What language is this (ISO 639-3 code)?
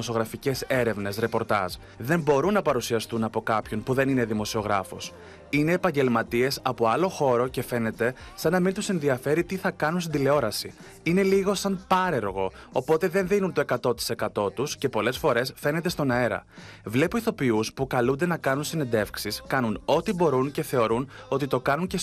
ell